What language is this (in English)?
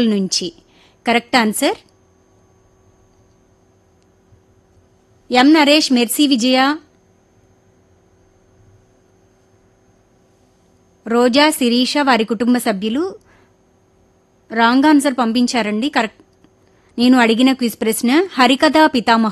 Telugu